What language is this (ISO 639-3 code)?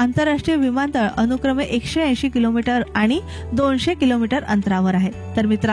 mar